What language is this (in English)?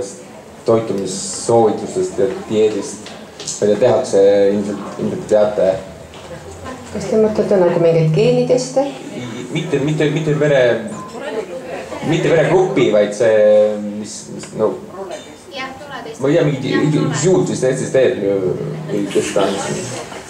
Estonian